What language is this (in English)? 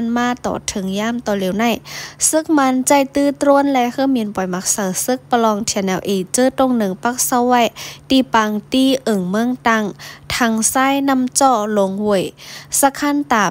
Shan